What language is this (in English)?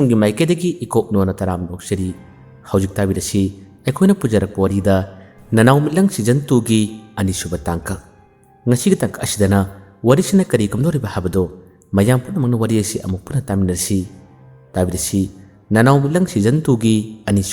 Manipuri